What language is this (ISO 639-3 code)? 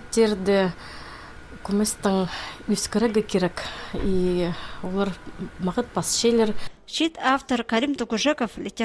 kjh